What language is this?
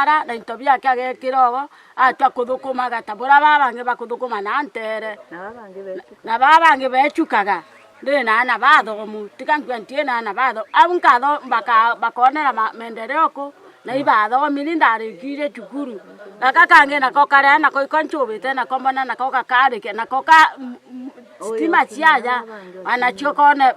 Meru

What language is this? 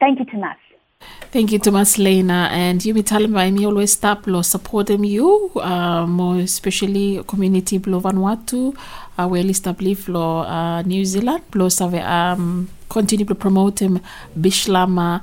Bislama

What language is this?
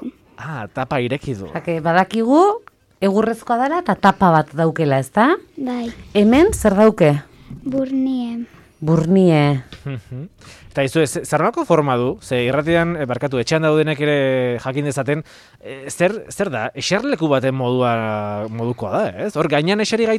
Basque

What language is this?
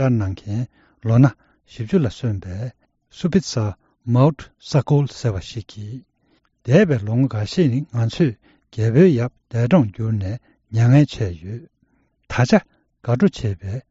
Tibetan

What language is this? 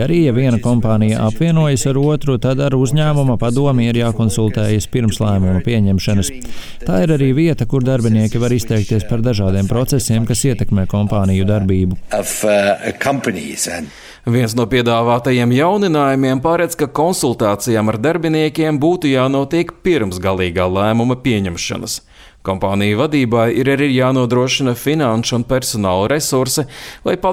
Latvian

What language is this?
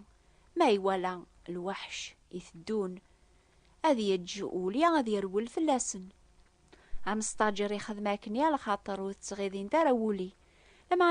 Kabyle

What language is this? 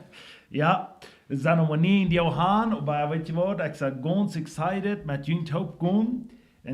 Plautdietsch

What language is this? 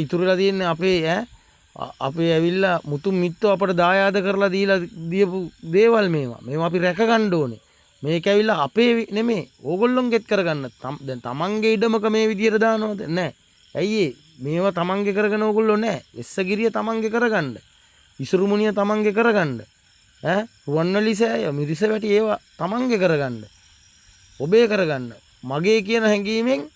Sinhala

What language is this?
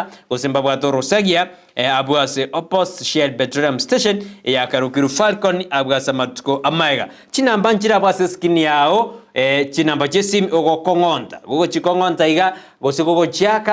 Gusii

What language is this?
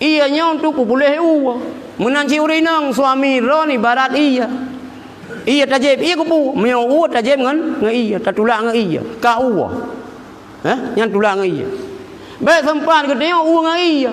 Achinese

